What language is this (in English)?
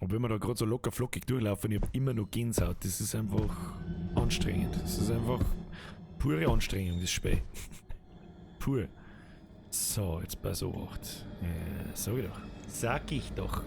Bavarian